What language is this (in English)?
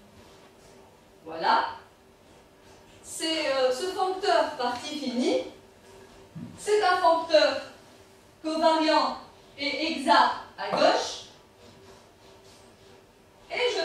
French